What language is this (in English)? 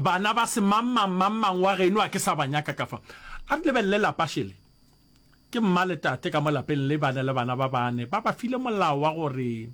Northern Sotho